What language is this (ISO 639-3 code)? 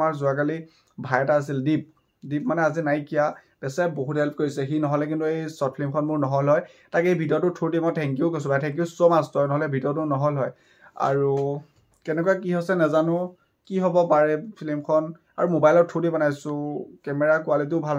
asm